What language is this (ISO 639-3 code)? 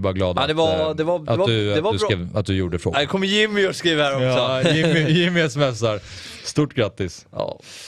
swe